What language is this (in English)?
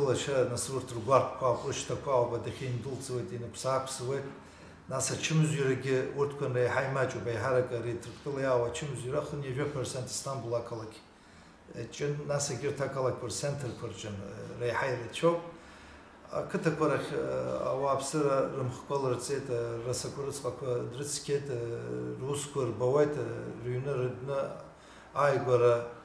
Abkhazian